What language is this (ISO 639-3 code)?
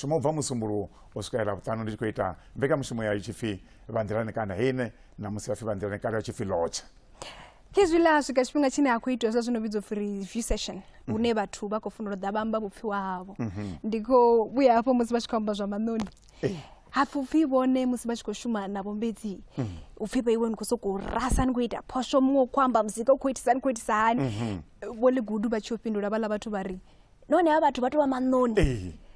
ven